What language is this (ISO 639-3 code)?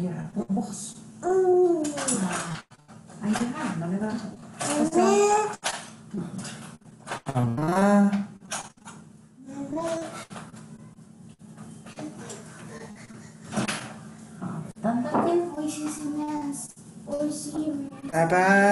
spa